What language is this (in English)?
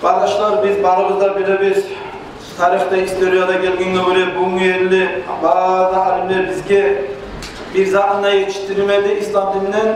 Kumyk